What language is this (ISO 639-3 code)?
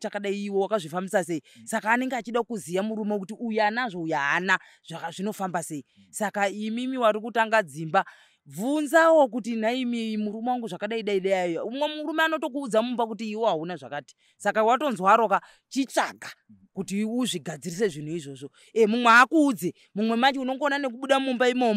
sna